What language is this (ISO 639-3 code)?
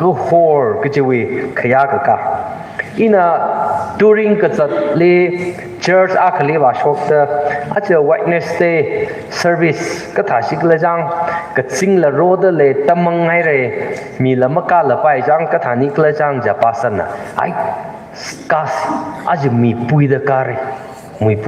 nmf